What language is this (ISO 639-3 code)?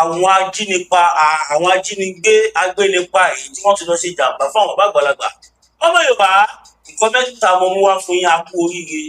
yor